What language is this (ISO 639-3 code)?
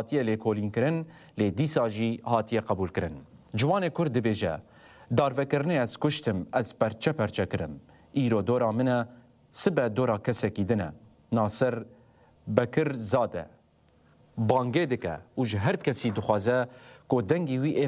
kur